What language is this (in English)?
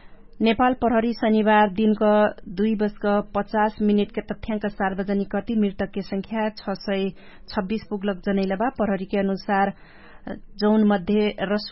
Dangaura Tharu